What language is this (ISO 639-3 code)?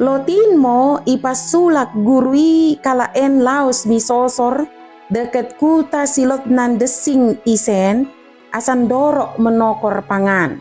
btd